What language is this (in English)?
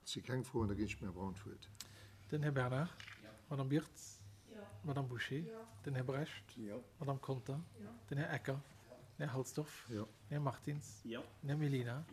Luxembourgish